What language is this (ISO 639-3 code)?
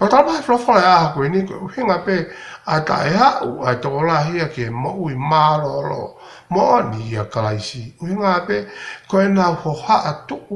ton